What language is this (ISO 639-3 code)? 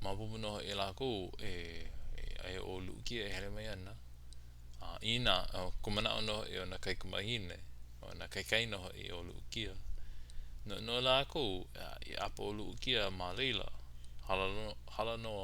haw